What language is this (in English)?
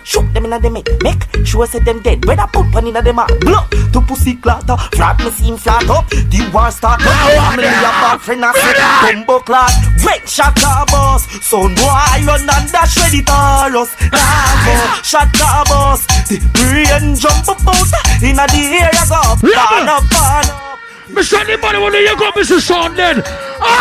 Jamaican Creole English